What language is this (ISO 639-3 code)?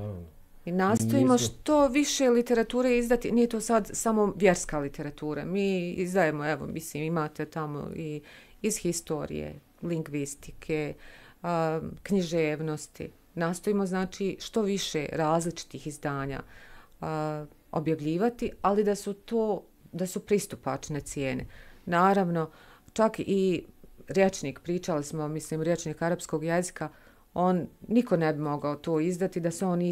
bos